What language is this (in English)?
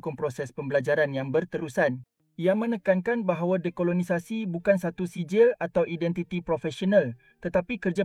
Malay